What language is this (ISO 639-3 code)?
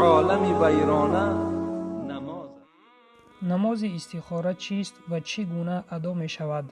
tgk